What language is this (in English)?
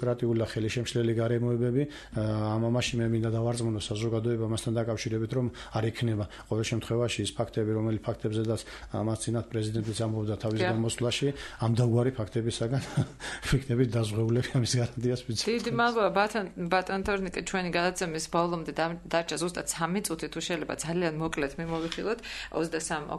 Georgian